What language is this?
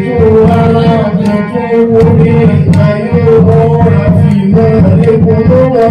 Santali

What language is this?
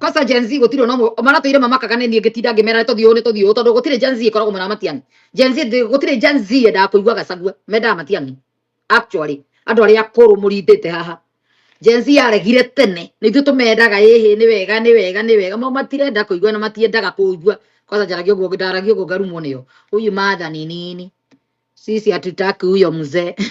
Kikuyu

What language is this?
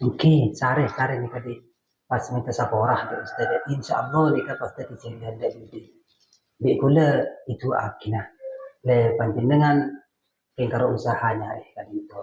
Madurese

